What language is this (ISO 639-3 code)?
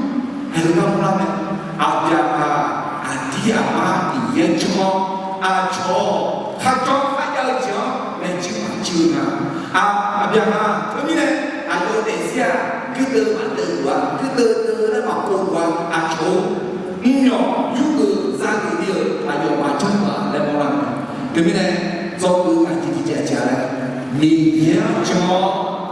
ahk